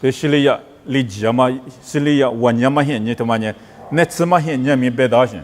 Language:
Lisu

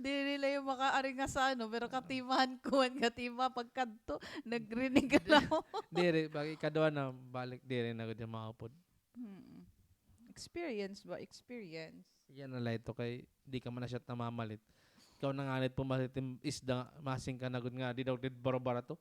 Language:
Waray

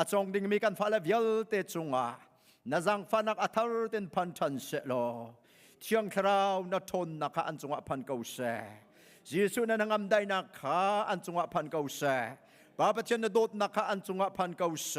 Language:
Hakha Chin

